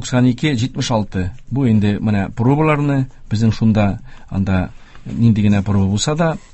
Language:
Tatar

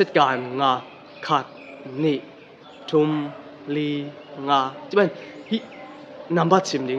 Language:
Tedim Chin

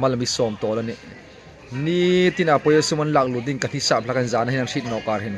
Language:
Hmar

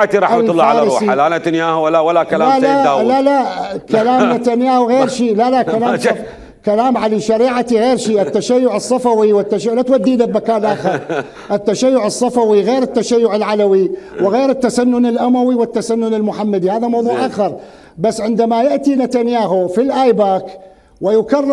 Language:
Mesopotamian Arabic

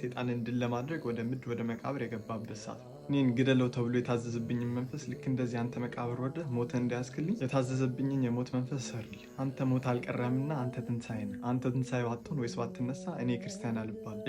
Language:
Amharic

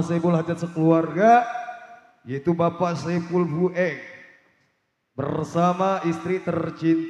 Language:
Betawi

